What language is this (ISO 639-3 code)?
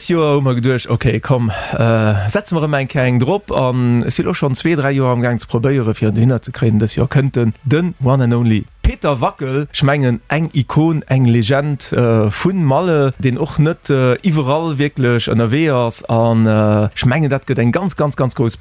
ltz